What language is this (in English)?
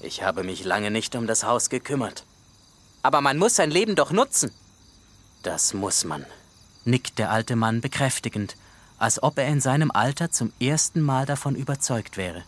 Swiss German